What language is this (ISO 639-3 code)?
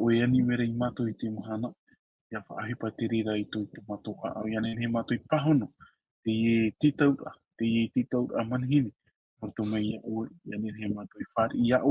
tah